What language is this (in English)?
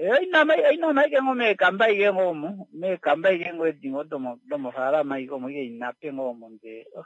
Kuanyama